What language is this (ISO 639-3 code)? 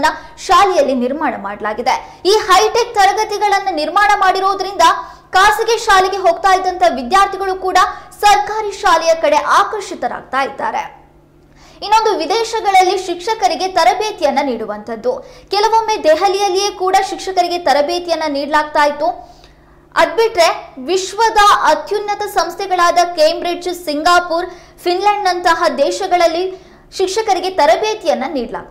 kan